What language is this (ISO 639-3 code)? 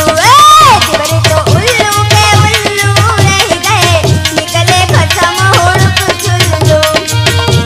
hin